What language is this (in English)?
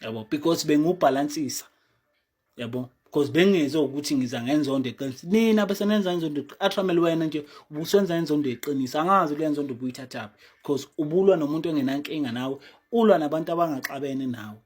Zulu